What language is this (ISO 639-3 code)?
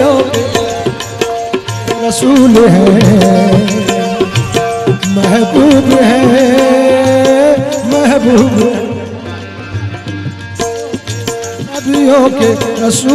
hin